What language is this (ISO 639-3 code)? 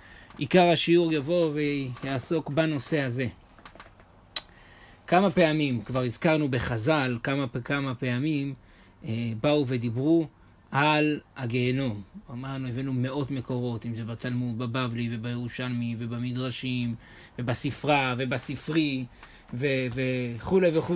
heb